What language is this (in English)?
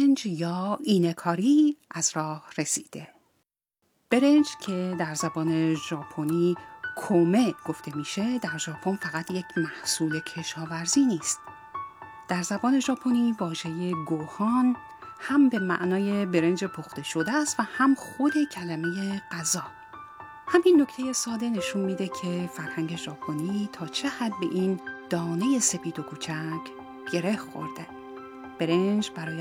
Persian